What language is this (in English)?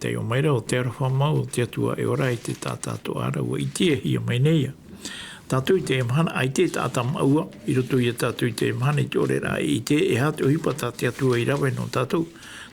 Tahitian